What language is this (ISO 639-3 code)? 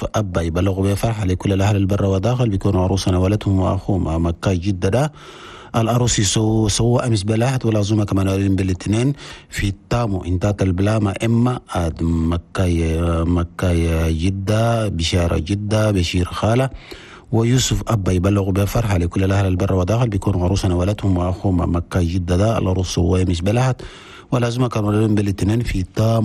shu